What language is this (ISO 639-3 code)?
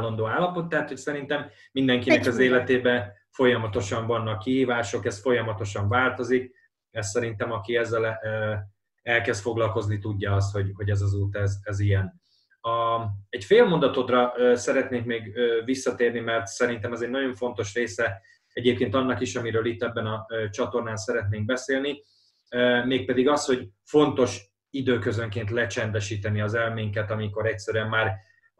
hun